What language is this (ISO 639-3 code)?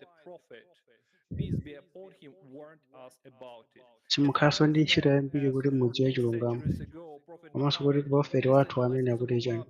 nya